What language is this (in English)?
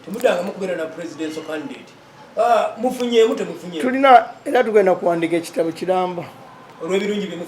Ganda